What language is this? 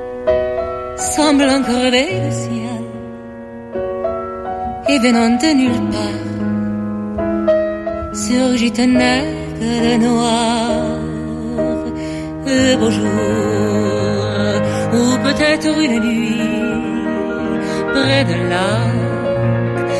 French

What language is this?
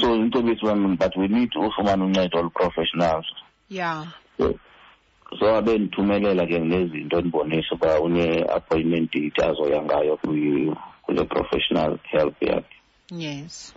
Xhosa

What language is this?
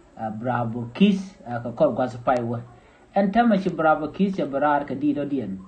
Nuer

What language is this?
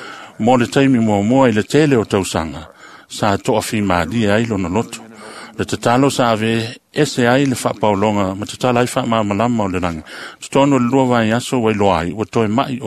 Samoan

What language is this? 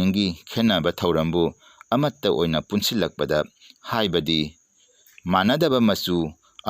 Manipuri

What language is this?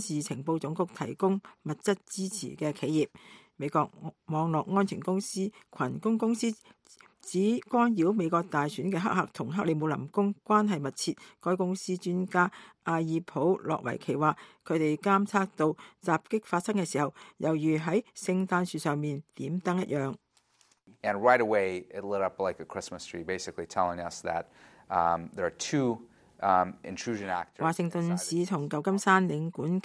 Cantonese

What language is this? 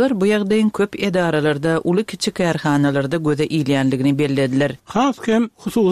Turkmen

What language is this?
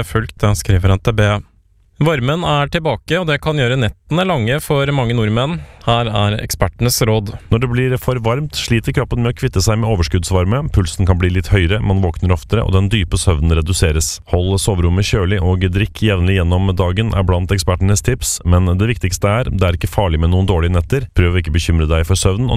Norwegian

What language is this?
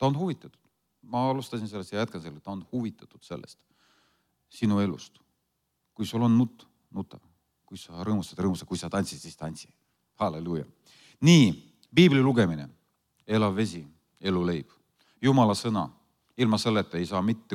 Estonian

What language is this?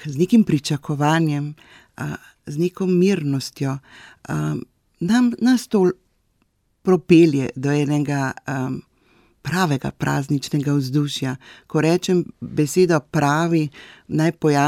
Slovenian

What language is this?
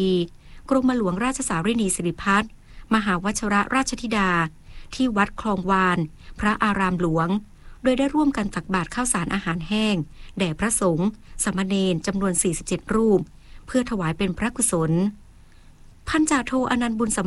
Thai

